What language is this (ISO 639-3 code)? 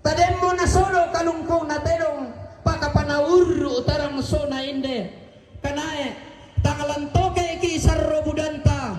sda